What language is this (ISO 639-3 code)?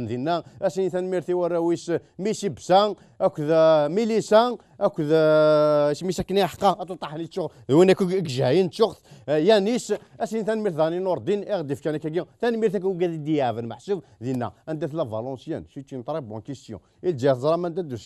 kab